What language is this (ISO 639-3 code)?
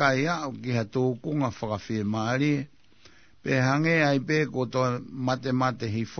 ton